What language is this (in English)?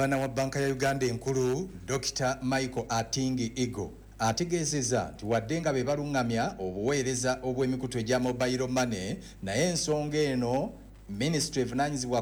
Ganda